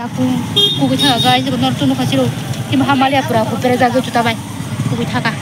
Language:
Kok Borok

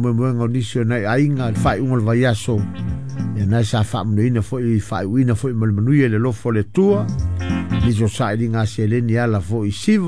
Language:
Samoan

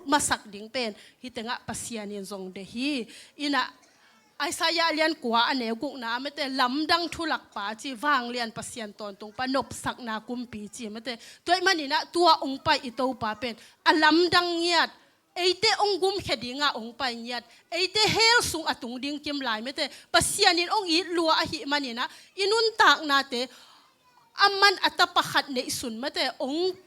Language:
Tedim Chin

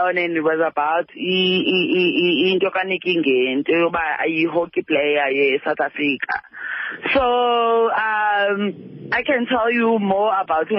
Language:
Xhosa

